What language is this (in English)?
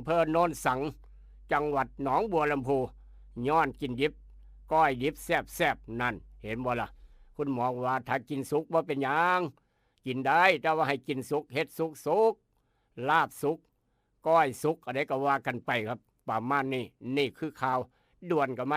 Northeastern Thai